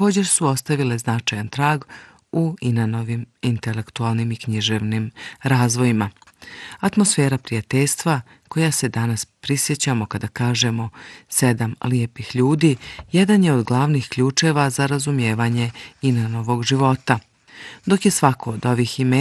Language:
Bosnian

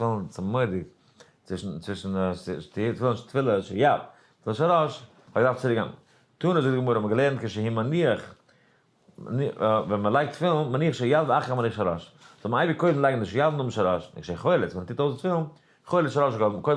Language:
Yiddish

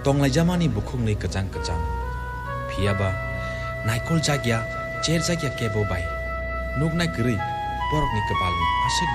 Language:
Kok Borok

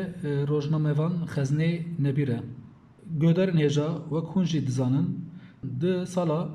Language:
Kurdish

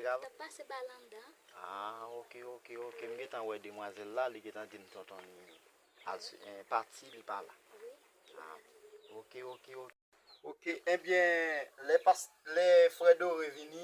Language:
Haitian Creole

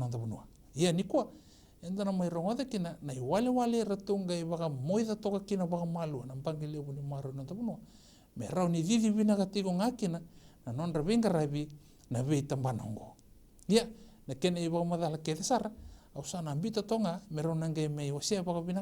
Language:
Fijian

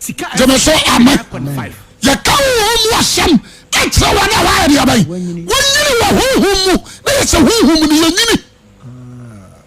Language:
Akan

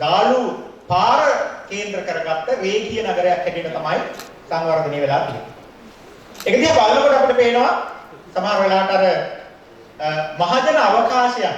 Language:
Sinhala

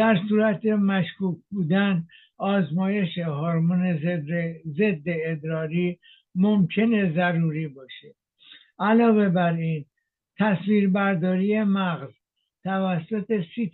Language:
Persian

